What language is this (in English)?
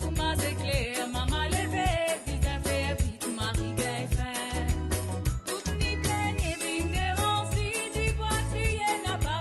Morisyen